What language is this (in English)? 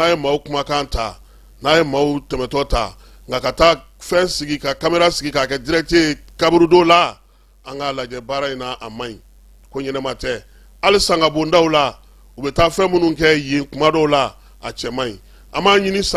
Bambara